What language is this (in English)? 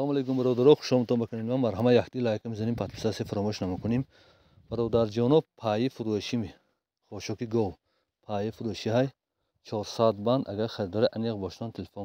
Tajik